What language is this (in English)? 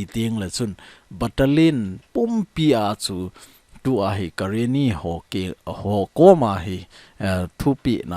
Thado Chin